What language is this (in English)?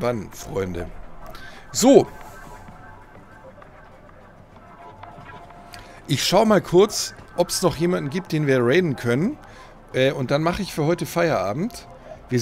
German